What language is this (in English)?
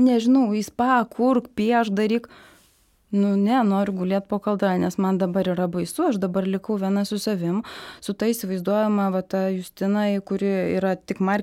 Lithuanian